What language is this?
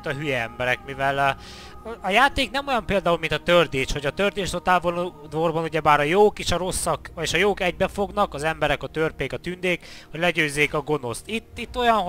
Hungarian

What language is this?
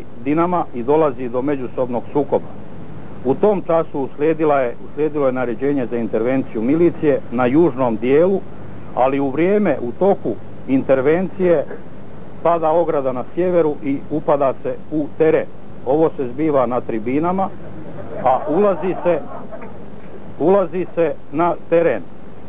Croatian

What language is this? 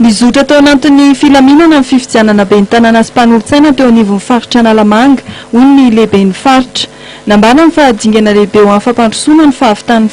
Malagasy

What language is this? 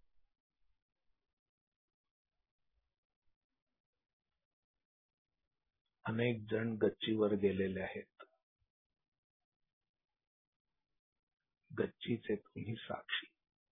Marathi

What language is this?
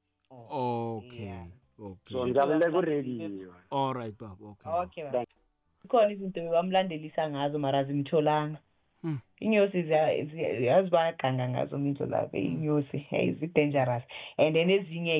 South Ndebele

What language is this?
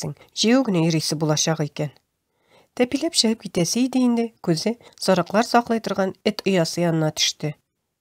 Tatar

